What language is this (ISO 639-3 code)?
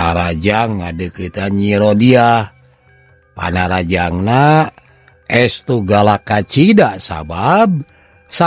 sun